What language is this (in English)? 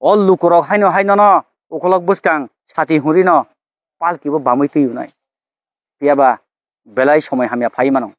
Kok Borok